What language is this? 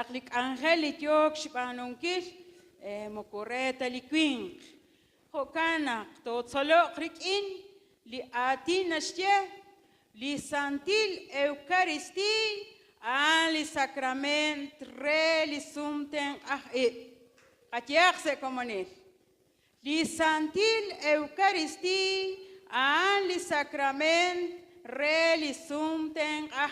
Kekchí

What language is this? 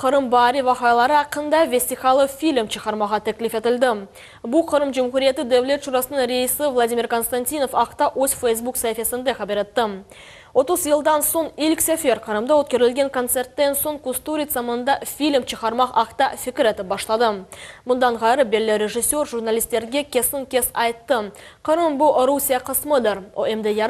Crimean Tatar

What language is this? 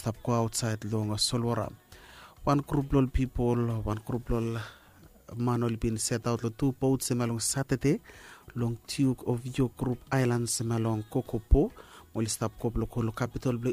Bislama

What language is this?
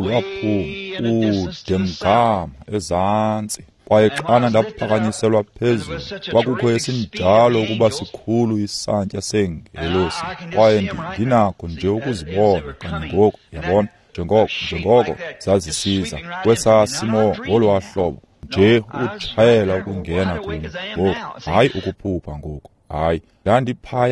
Xhosa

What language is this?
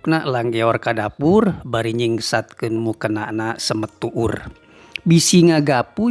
Sundanese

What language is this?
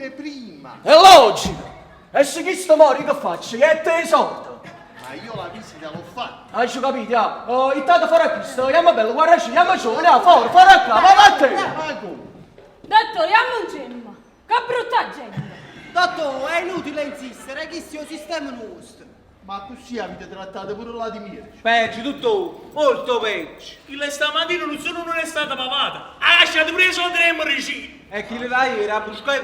Neapolitan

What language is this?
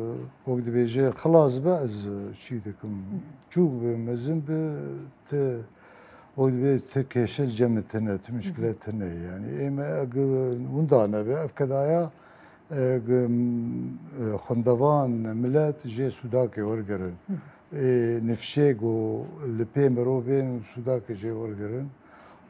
Kurdish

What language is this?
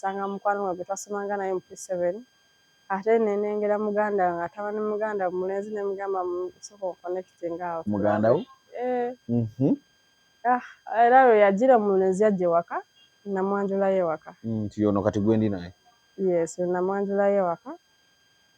Ganda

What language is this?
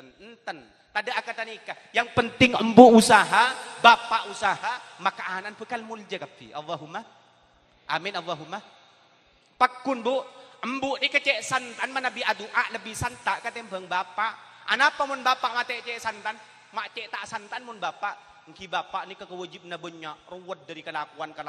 Madurese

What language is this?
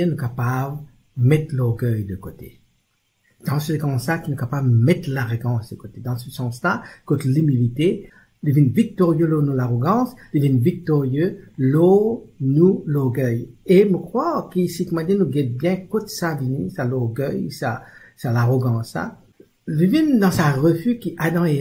Morisyen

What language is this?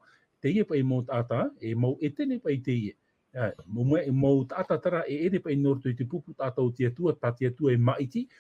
Tahitian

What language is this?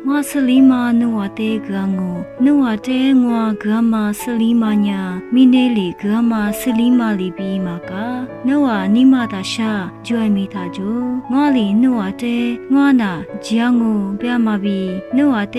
Lisu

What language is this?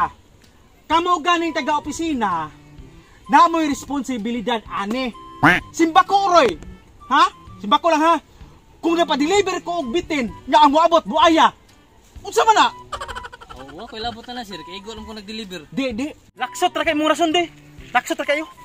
Cebuano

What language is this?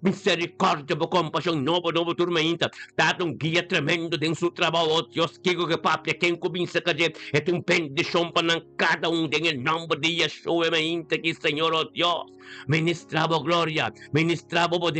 Papiamento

